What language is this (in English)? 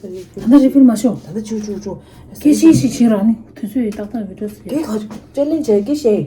Tibetan